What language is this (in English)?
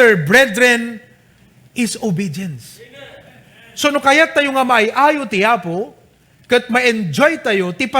Iloko